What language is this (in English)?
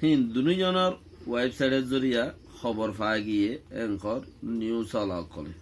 Rohingya